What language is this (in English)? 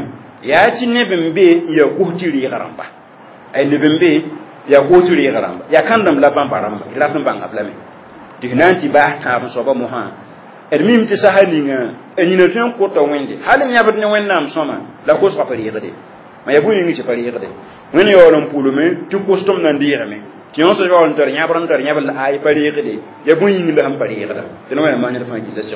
Mossi